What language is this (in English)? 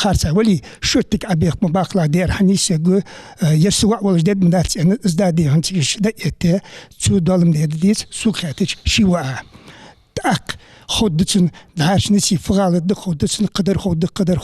Ingush